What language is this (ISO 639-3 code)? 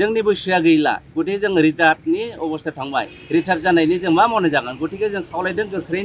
brx